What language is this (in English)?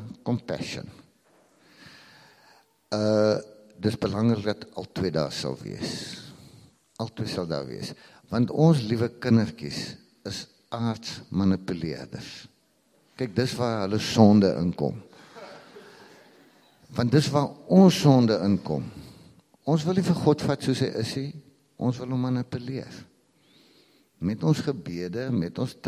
Afrikaans